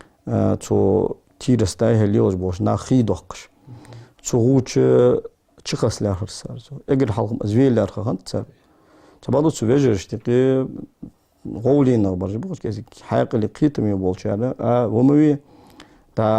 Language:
Ingush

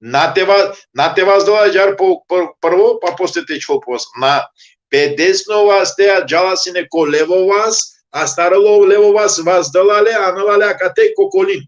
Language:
Balkan Romani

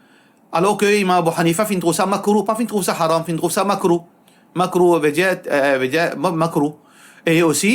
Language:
Morisyen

